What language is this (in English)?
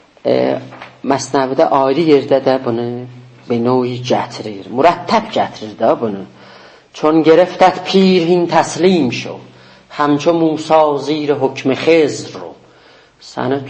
South Azerbaijani